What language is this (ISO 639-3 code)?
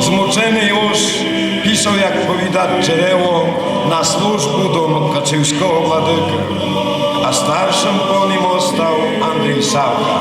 rue